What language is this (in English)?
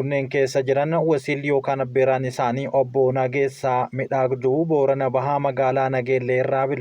Oromo